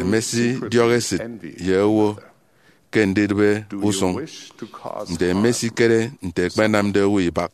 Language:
Efik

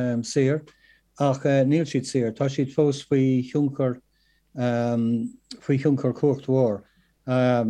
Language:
Irish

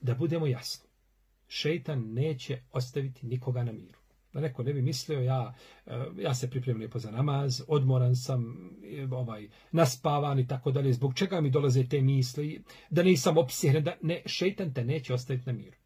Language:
Bosnian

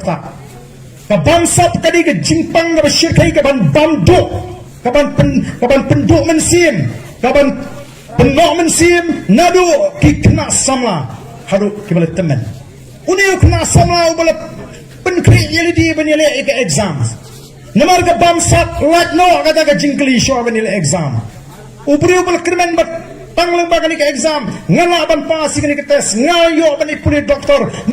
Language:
Khasi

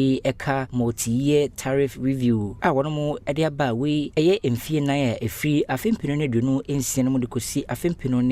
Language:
Akan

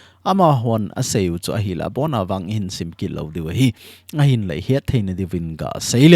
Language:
Thado Chin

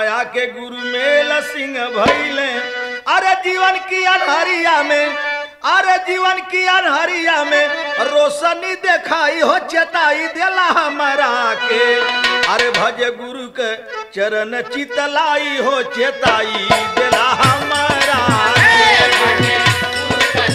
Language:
Bhojpuri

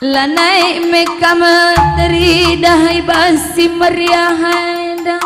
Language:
Batak Karo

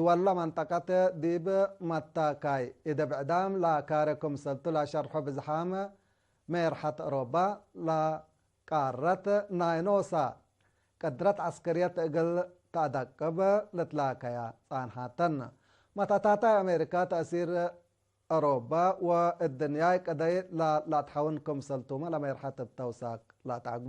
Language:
Tigre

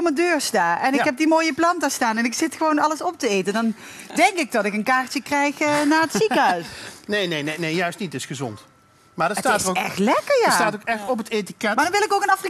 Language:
Dutch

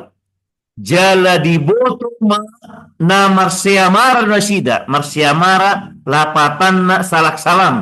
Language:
Batak Toba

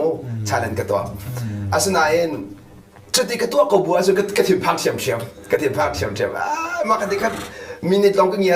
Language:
Hakha Chin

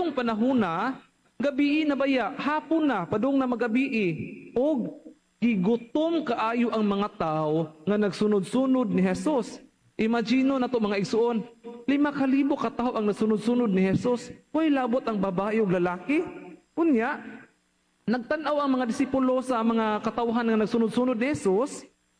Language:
Cebuano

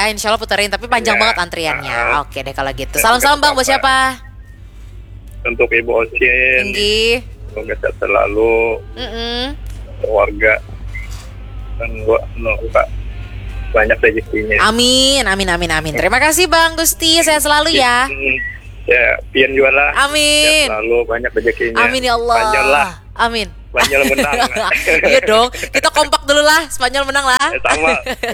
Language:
Indonesian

